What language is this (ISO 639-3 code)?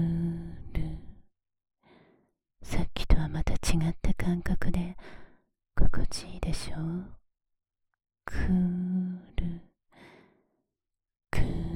jpn